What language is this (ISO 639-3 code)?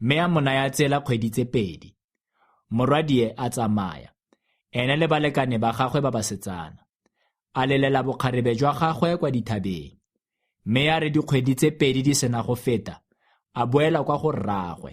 tsn